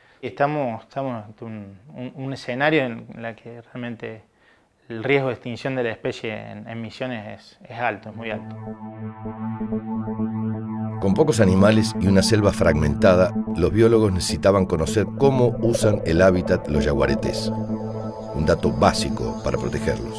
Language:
Spanish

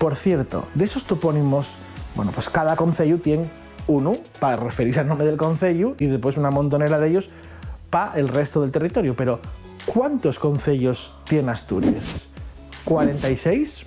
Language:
Asturian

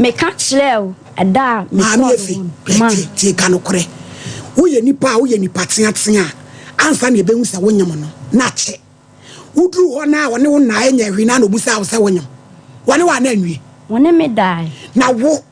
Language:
Akan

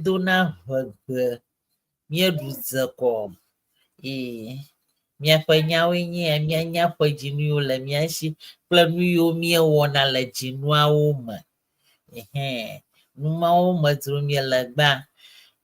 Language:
Ewe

